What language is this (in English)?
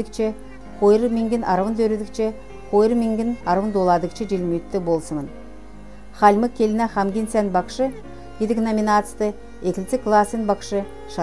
Kalmyk